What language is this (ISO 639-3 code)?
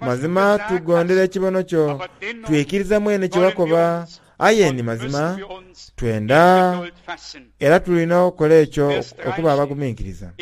xog